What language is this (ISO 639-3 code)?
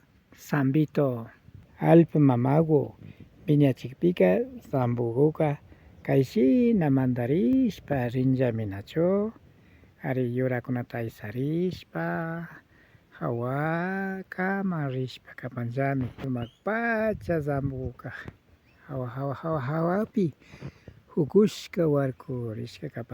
qvi